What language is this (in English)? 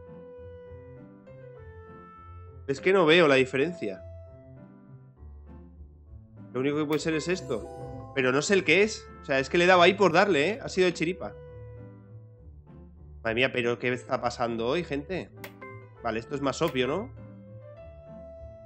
Spanish